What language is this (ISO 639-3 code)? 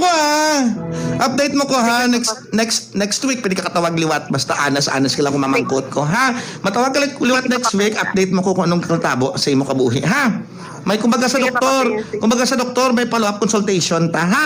hil